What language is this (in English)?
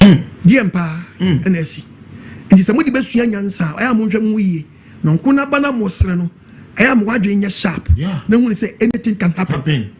Akan